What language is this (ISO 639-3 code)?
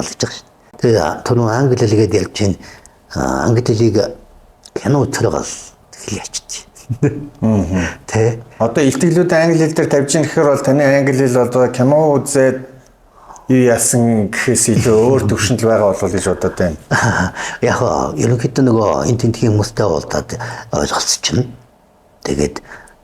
mon